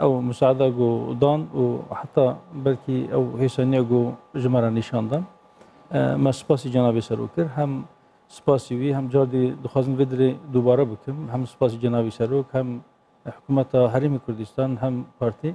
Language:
Kurdish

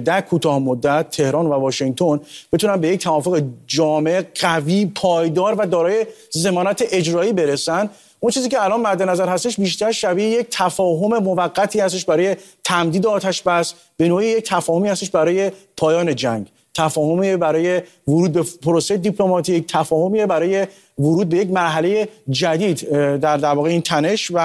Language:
Persian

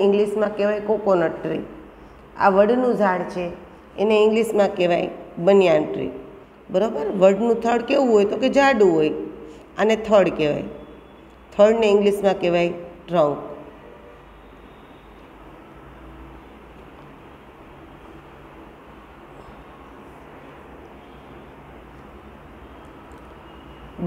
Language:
Gujarati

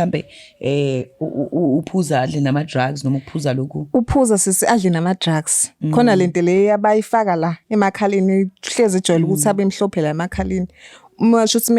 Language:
Zulu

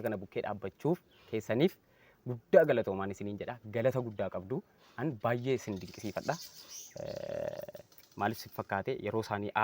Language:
Oromo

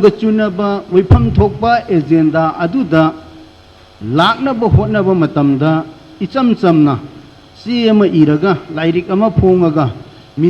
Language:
Manipuri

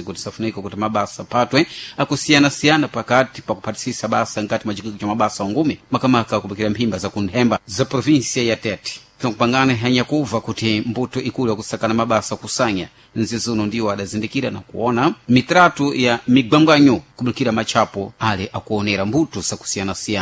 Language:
Sena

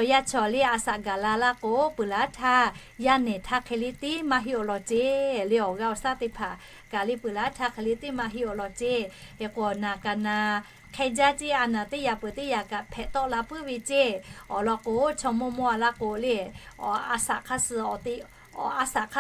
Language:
Lahu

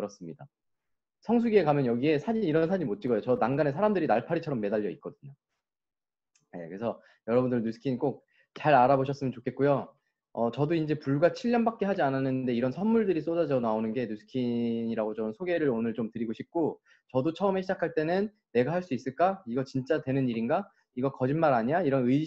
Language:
Korean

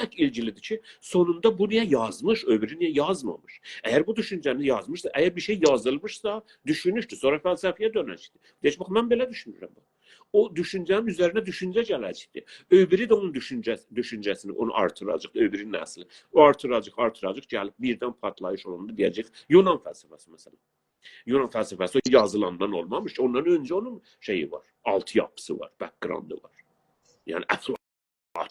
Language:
South Azerbaijani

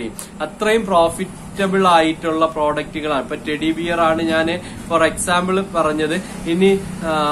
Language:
Malayalam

